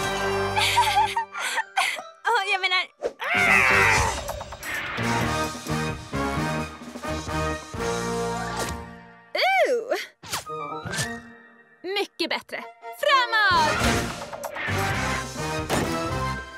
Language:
Swedish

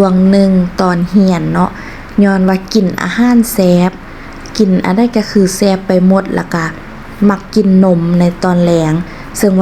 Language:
Lao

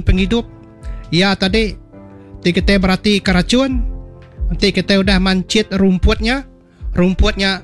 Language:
Iban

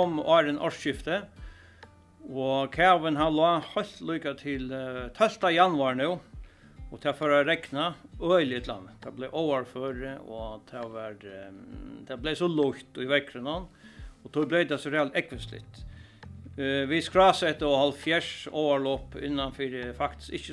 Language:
Faroese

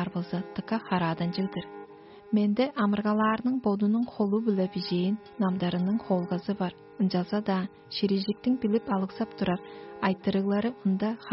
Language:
Tuvinian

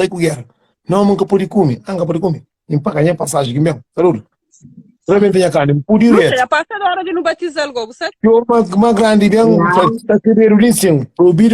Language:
Kabuverdianu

